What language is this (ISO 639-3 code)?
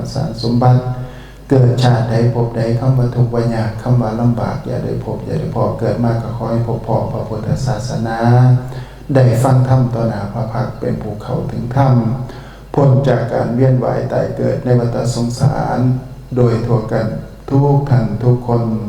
tts